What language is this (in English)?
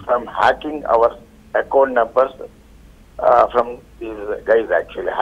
Telugu